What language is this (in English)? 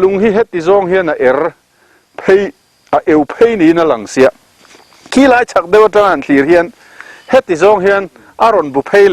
Mizo